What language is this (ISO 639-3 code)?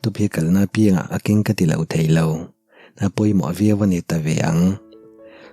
lus